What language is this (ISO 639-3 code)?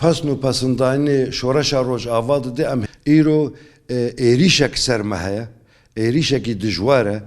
kur